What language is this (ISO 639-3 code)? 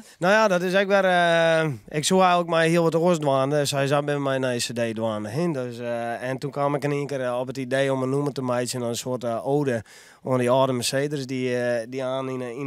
fry